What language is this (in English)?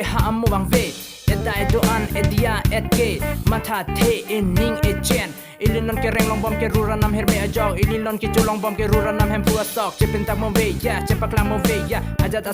Karbi